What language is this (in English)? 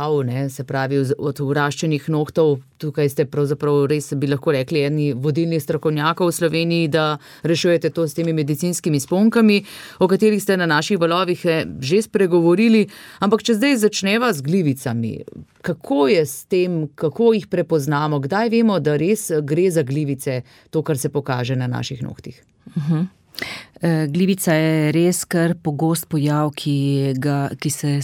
Slovenian